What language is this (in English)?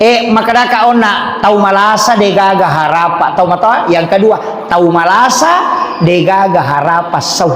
Buginese